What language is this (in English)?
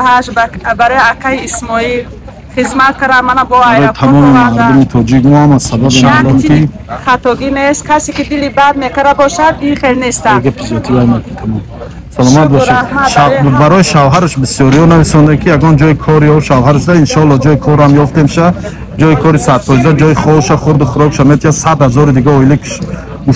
Tajik